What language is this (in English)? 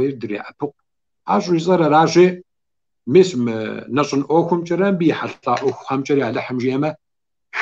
Kabardian